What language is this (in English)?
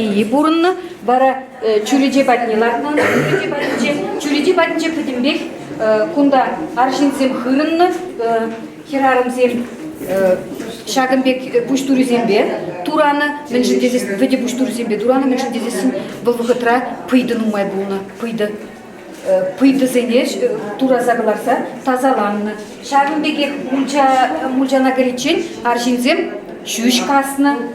Chuvash